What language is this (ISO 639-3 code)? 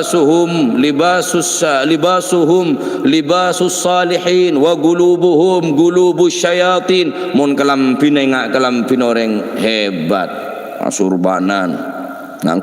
mad